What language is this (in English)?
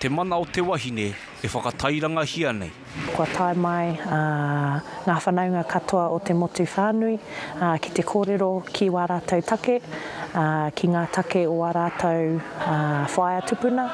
Māori